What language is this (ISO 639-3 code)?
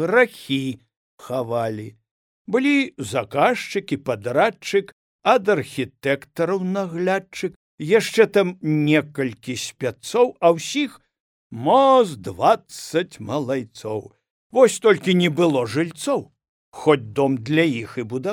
bel